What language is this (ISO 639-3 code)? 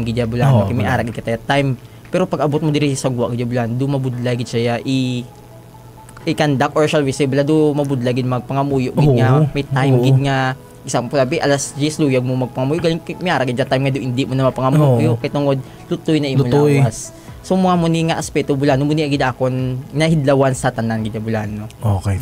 hil